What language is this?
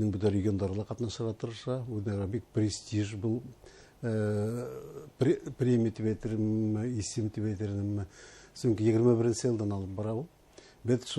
Bashkir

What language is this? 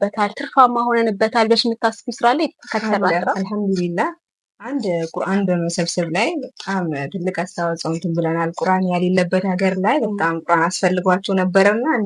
Amharic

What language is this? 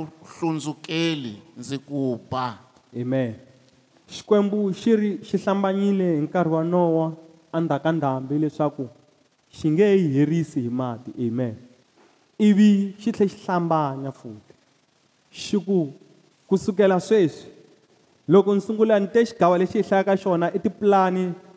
Tsonga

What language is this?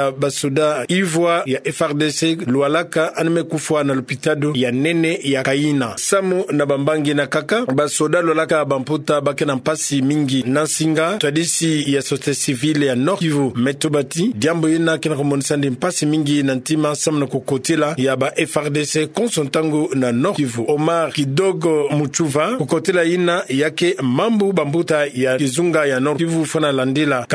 Kituba (Democratic Republic of Congo)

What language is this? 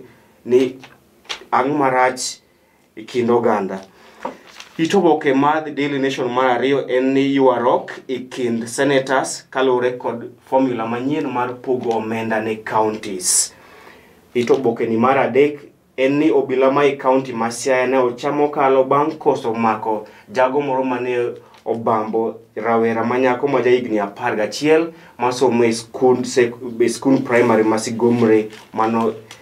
Luo (Kenya and Tanzania)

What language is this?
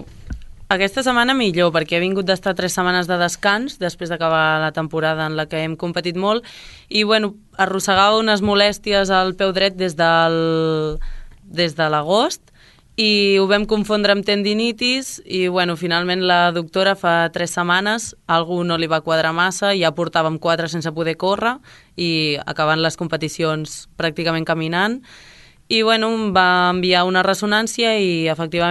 Catalan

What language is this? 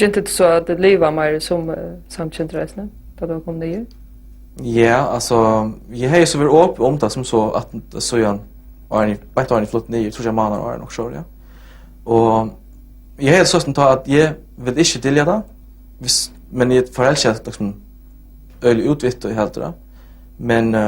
Faroese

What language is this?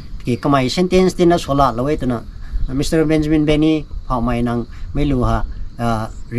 Rongmei Naga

